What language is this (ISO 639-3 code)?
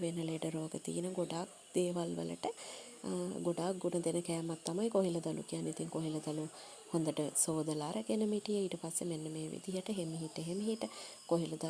sin